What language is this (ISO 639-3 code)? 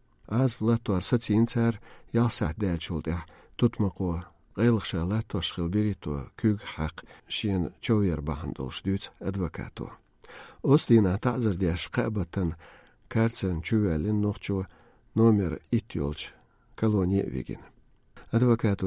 che